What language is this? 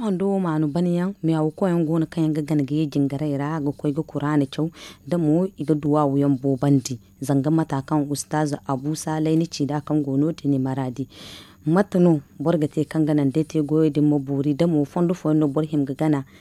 Zarma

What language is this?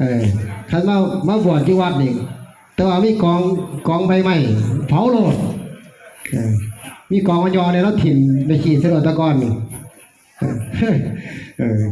Northeastern Thai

